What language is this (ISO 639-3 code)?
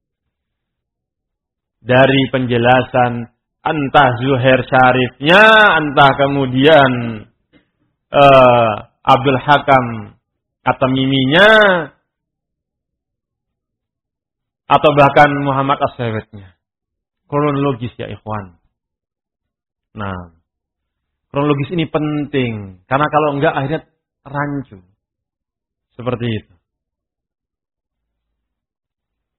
ind